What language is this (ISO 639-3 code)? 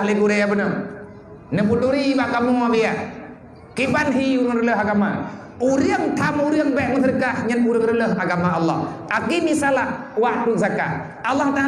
ace